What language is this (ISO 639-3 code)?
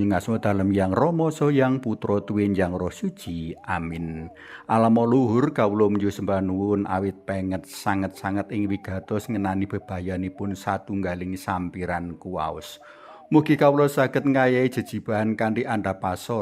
jav